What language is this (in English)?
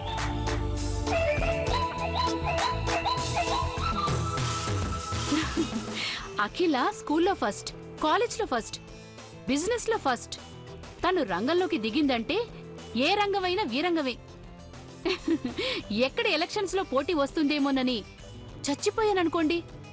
Telugu